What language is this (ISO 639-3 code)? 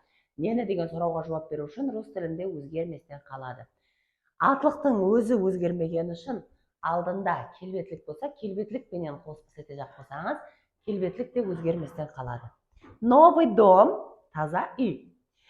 kaa